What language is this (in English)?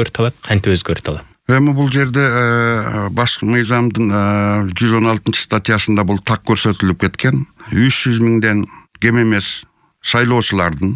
Kyrgyz